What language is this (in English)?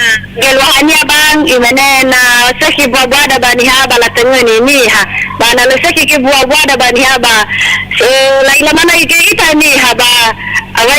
Nias